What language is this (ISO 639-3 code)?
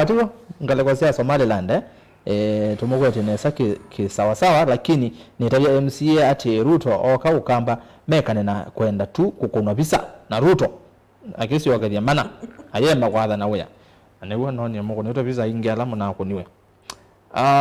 kam